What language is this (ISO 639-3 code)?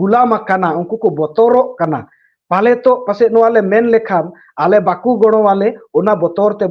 sat